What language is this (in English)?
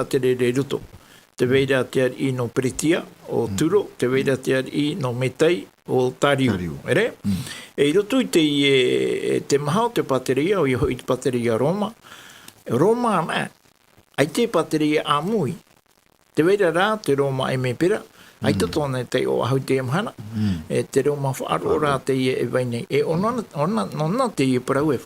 Tahitian